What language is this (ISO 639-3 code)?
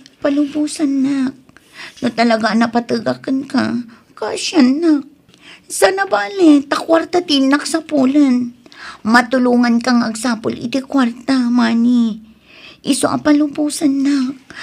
ilo